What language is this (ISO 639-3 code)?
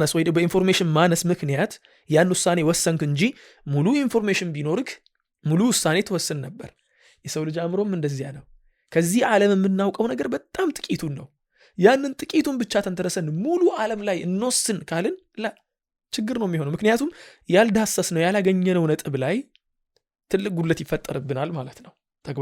amh